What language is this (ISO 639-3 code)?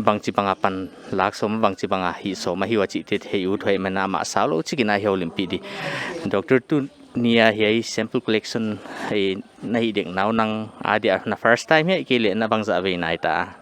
pck